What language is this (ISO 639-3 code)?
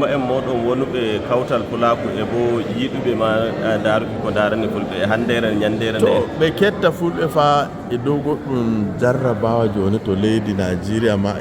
ful